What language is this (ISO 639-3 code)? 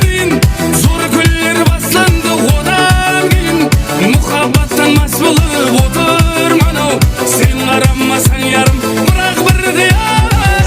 kaa